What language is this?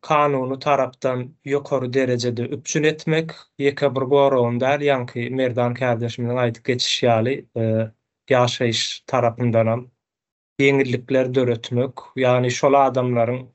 Turkmen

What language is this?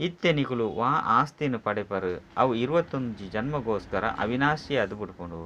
Tulu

